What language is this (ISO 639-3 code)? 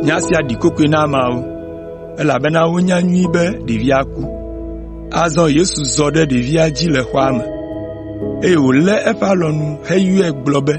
ewe